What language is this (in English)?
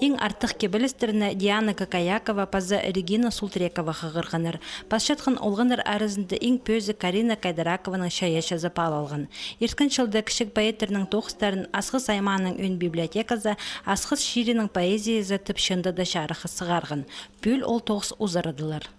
Khakas